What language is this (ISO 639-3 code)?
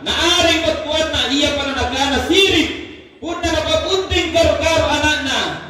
mak